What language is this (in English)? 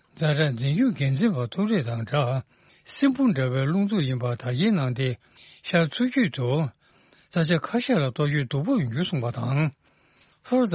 Tibetan